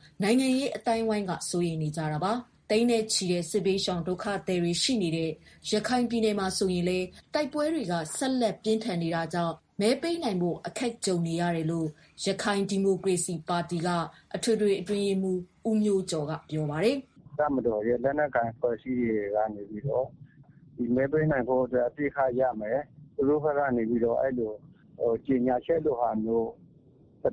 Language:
Burmese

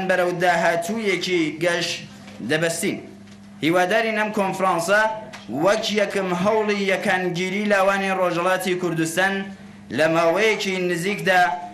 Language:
Central Kurdish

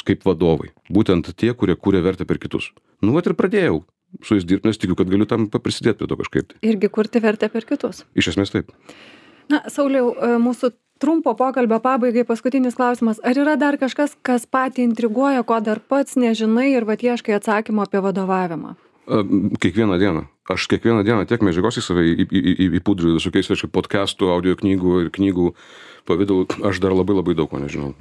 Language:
Lithuanian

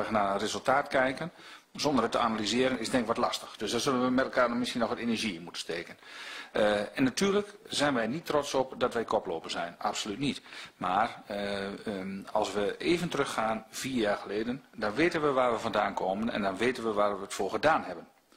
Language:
Dutch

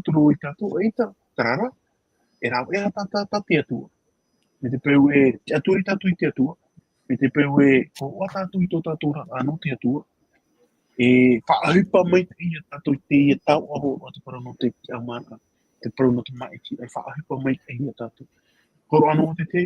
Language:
Tahitian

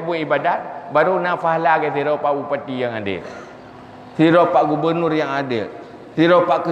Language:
Achinese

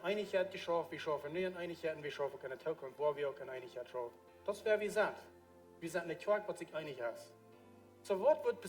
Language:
Plautdietsch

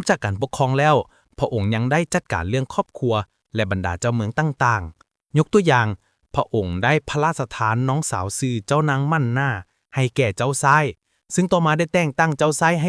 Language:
Lao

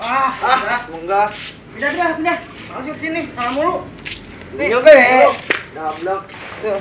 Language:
Betawi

